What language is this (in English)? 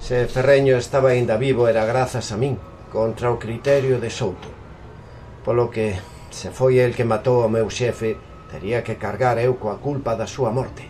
Galician